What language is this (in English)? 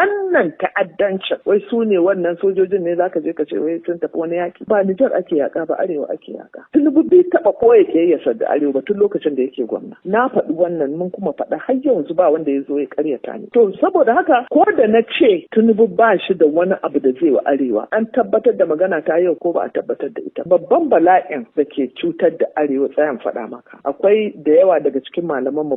Hausa